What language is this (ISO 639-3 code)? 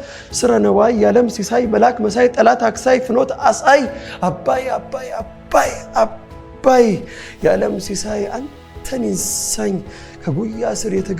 amh